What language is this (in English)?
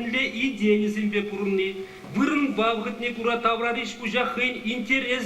Chuvash